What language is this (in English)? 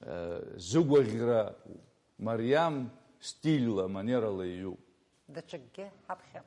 Abkhazian